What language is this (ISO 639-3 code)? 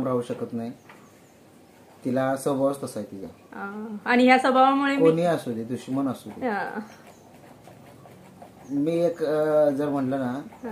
mar